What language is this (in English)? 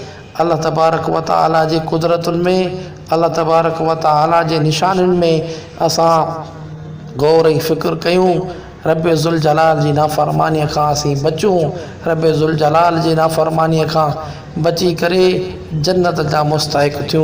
Sindhi